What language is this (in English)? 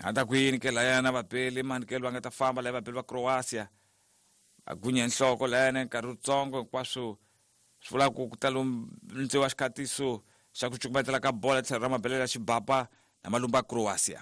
Tsonga